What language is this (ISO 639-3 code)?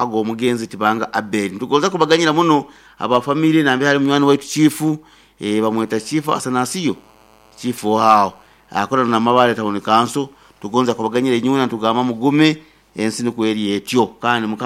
nyo